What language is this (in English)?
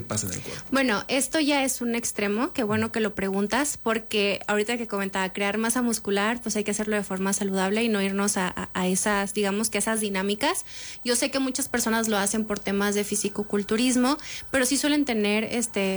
Spanish